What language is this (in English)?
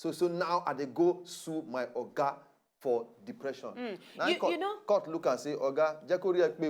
Nigerian Pidgin